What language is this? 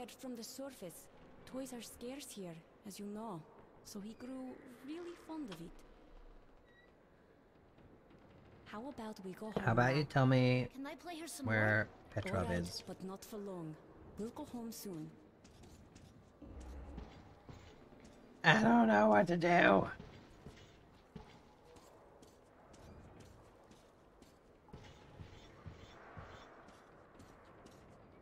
English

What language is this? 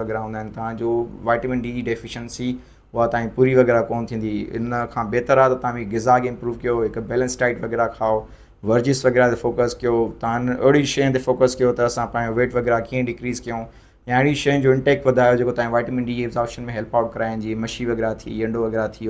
Sindhi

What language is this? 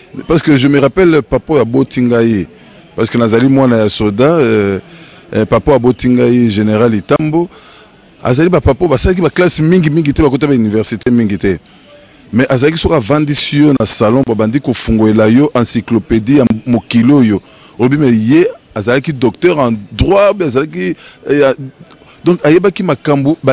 Lingala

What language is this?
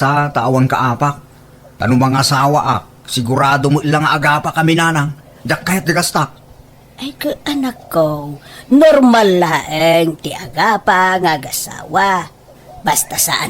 Iloko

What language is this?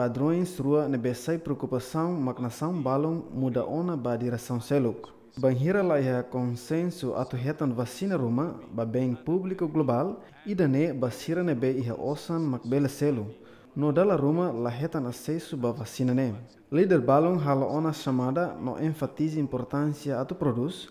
Tetum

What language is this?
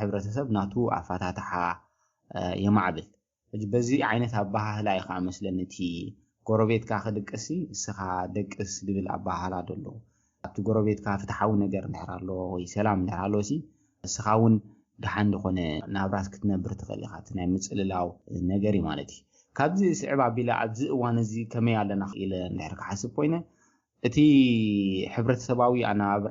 Tigrinya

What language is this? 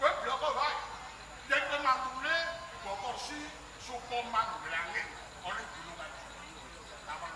Javanese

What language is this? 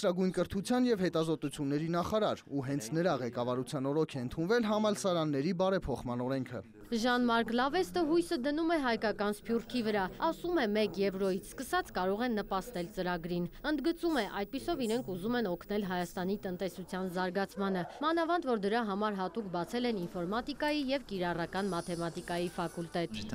Armenian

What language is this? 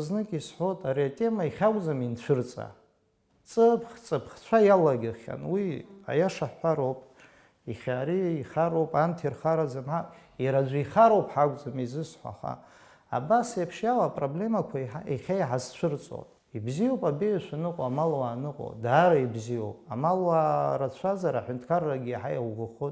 Abkhazian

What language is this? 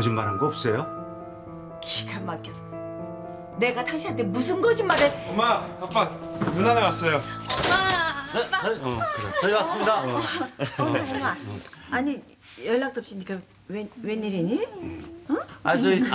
Korean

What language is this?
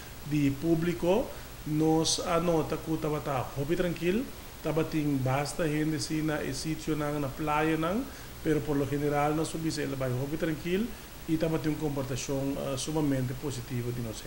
Papiamento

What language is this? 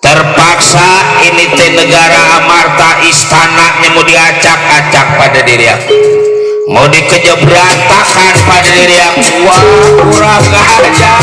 Betawi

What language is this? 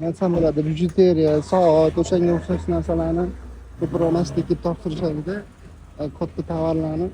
Uzbek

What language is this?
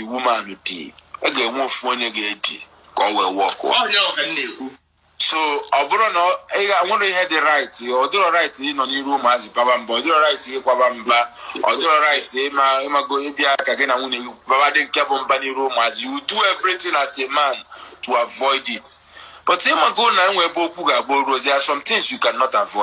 Igbo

